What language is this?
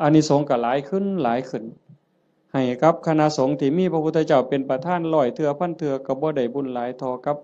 Northeastern Thai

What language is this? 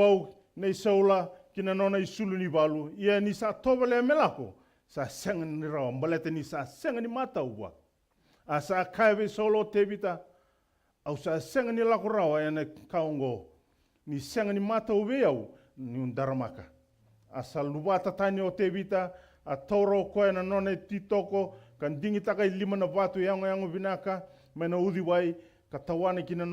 Fijian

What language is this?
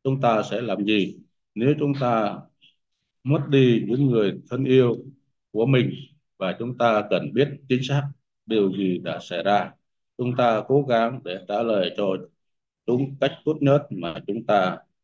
Vietnamese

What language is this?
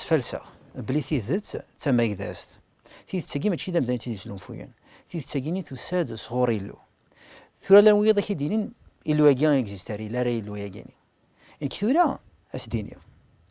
Kabyle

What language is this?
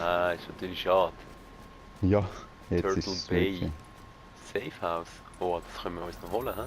Swiss German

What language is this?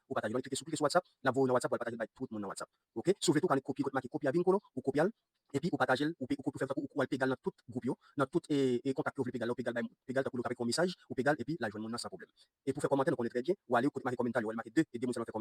Haitian Creole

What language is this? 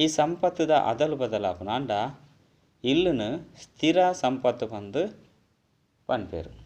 Tulu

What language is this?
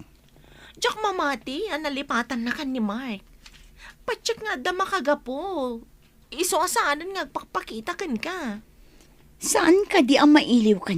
Iloko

